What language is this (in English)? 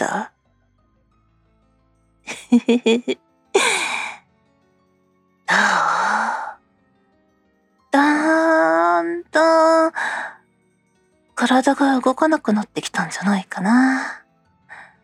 Japanese